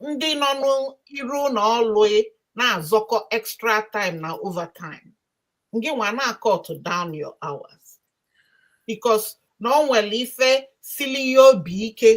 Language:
Igbo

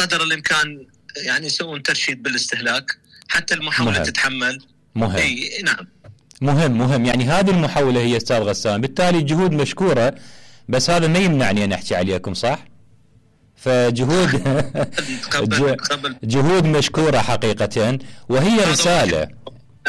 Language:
Mesopotamian Arabic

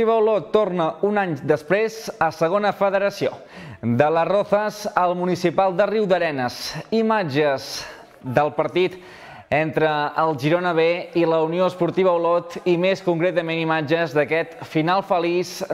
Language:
Catalan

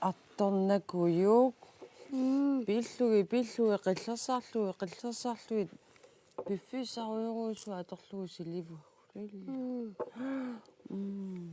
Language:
Kalaallisut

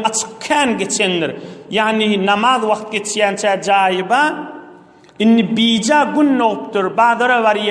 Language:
Turkmen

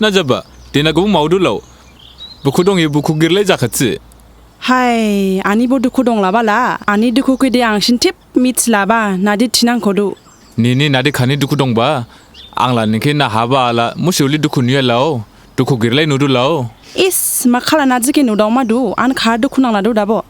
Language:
Dimasa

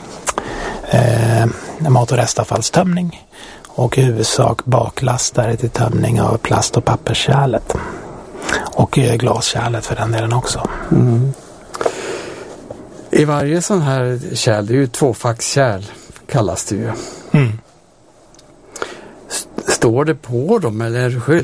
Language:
Swedish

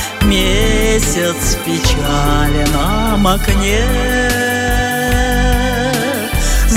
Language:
Buriat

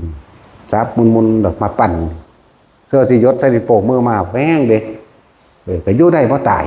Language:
Lao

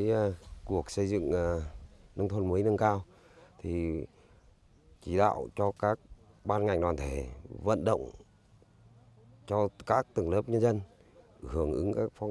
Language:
Vietnamese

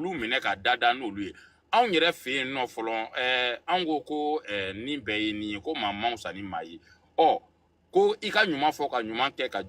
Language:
Bambara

